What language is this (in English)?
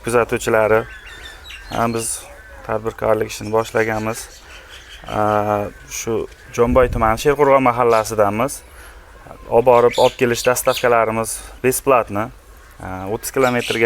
Uzbek